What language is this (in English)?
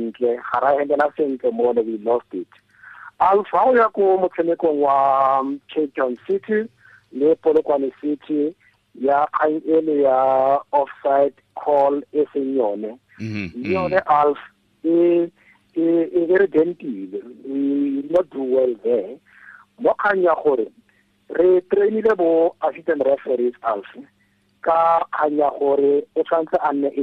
Tswana